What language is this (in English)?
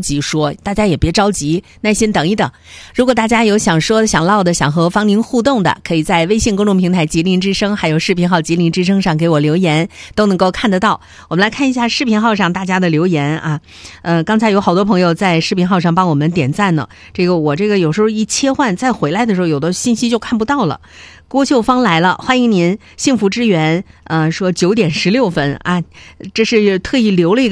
Chinese